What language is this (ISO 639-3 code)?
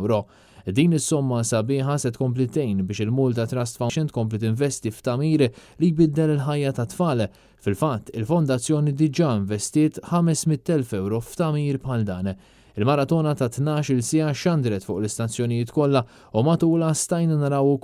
mlt